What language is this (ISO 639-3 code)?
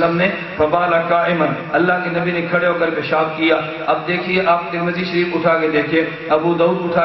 urd